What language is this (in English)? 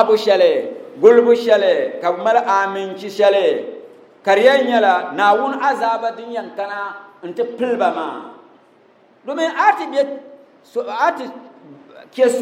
Dagbani